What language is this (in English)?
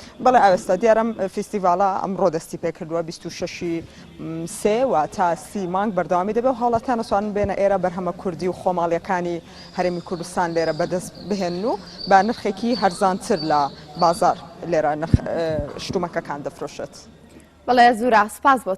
Central Kurdish